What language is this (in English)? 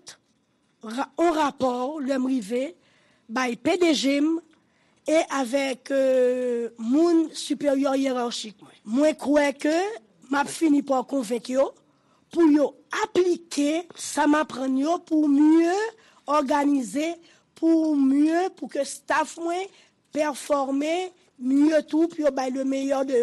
Haitian Creole